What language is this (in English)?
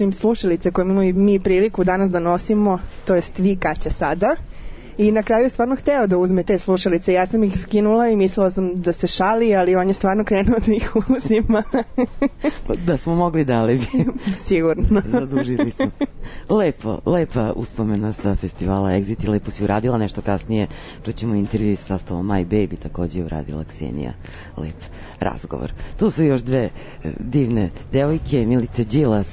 Serbian